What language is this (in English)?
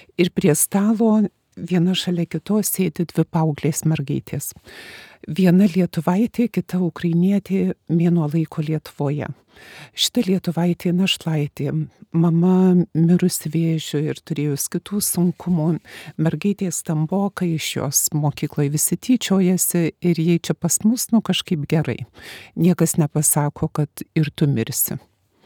Lithuanian